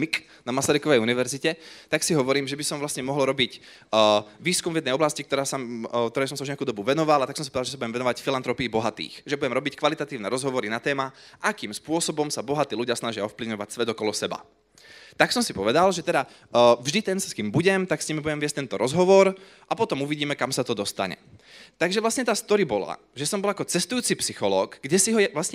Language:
Slovak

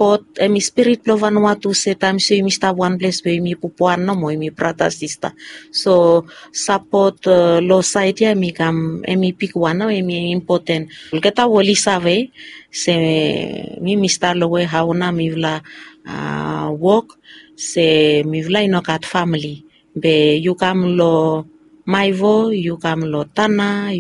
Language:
Bislama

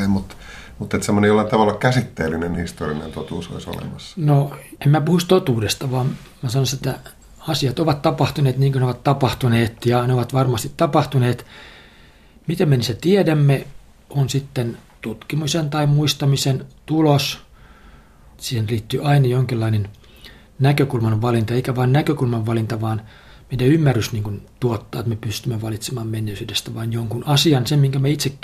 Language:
Finnish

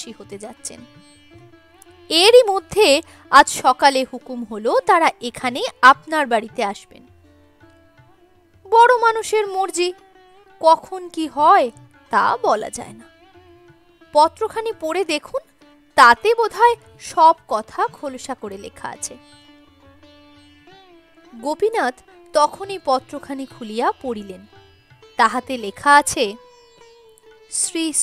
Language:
Bangla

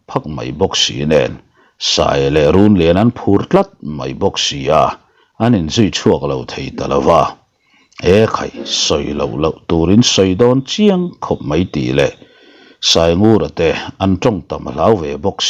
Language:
Mizo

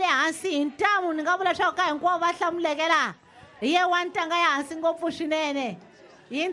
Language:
Tsonga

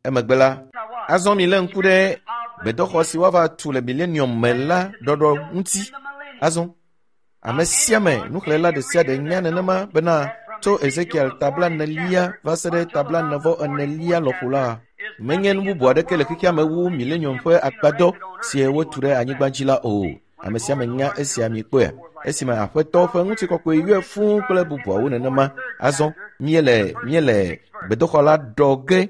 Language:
Ewe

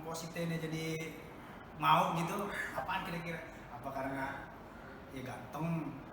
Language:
Betawi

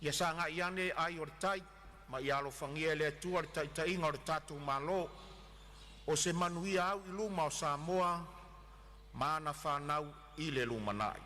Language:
Samoan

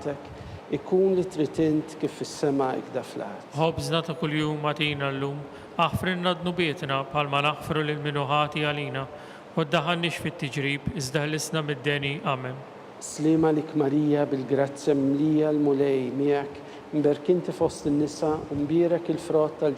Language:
Maltese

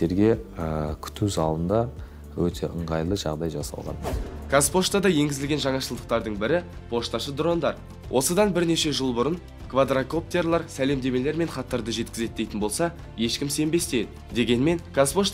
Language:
Kazakh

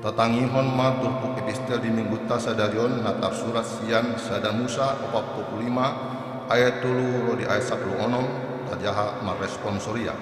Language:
Batak Toba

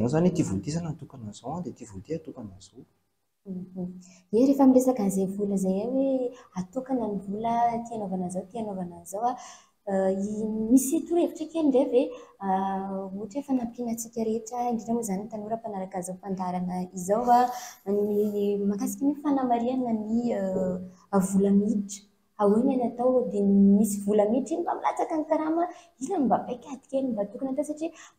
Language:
Malagasy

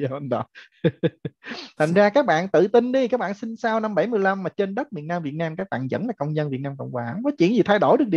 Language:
Vietnamese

